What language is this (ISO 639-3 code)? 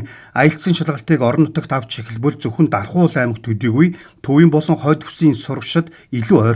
mon